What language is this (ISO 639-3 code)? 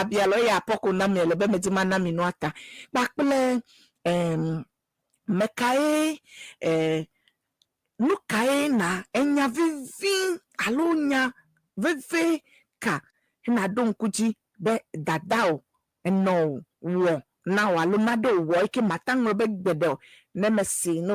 ewe